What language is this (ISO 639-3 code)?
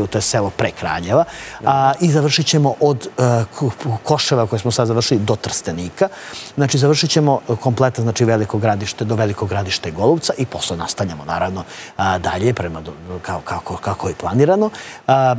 srp